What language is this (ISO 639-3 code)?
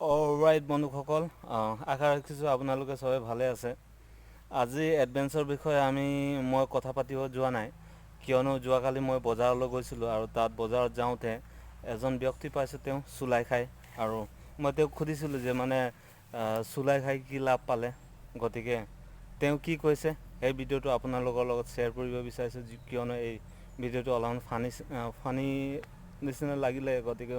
asm